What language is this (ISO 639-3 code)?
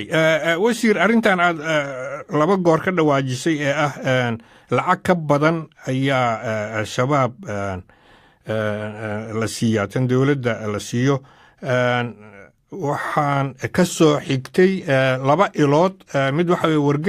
som